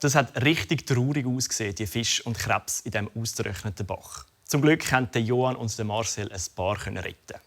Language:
Swiss German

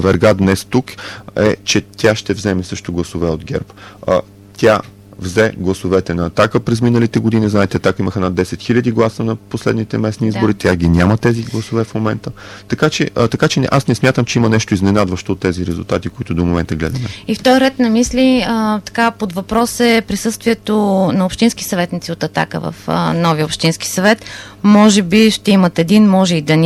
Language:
Bulgarian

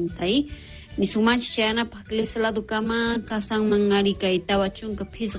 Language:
South Bolivian Quechua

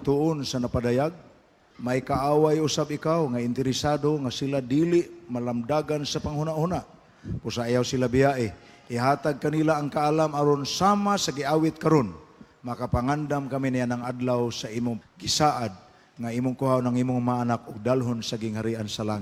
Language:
Cebuano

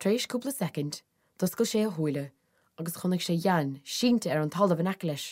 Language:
Irish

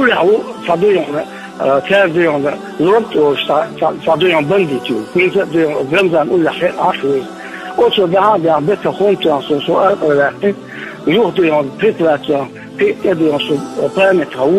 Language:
Chechen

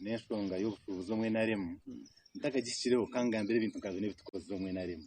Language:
Nyankole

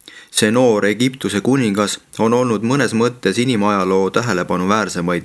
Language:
Estonian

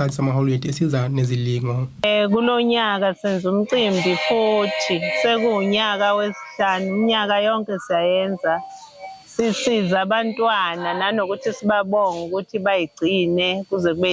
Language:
Zulu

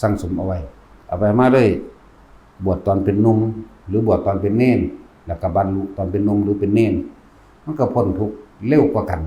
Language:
Northeastern Thai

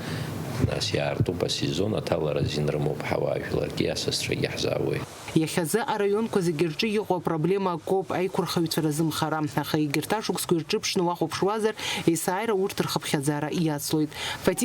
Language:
Abkhazian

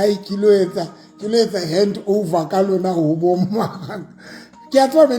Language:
Southern Sotho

